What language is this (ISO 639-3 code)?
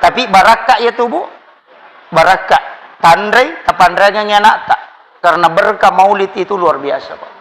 bug